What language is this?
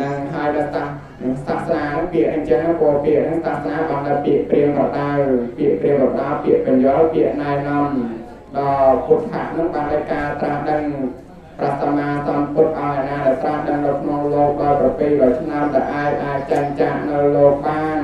Khmer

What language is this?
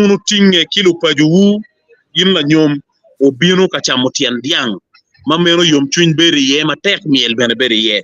Acoli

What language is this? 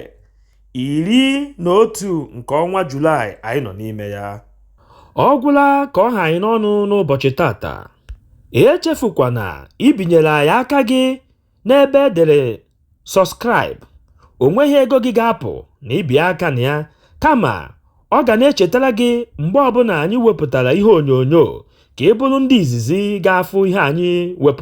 Igbo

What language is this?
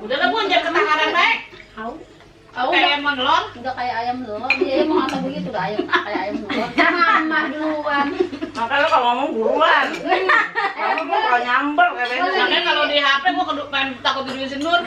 Betawi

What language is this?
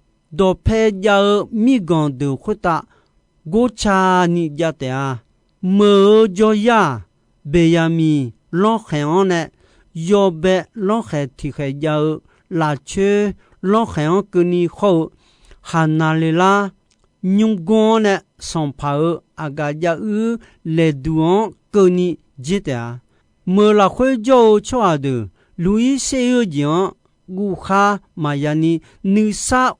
Akha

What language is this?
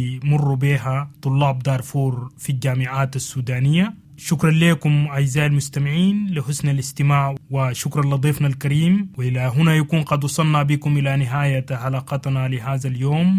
Sudanese Arabic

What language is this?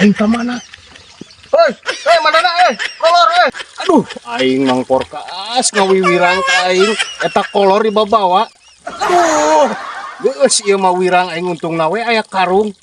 Sundanese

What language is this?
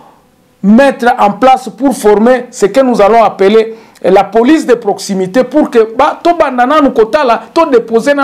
French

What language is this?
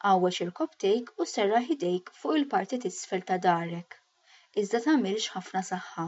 Maltese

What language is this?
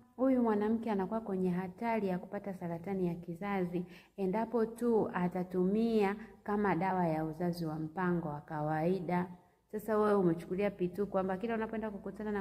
Swahili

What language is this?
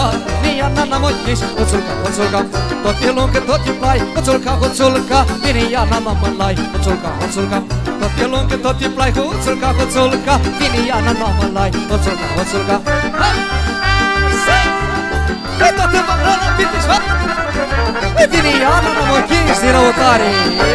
Romanian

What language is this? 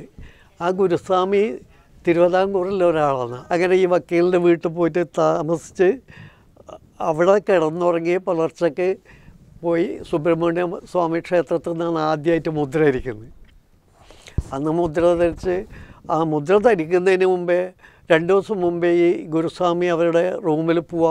Malayalam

